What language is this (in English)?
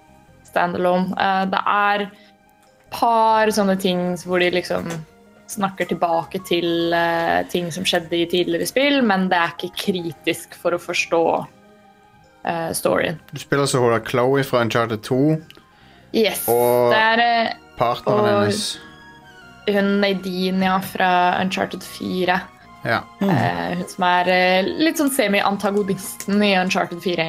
Norwegian